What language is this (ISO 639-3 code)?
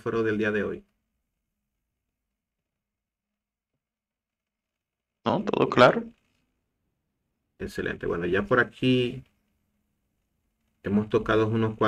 spa